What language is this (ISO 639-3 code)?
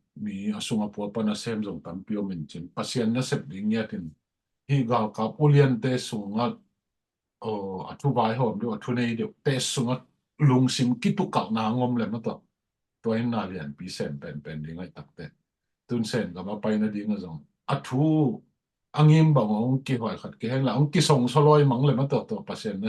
ctd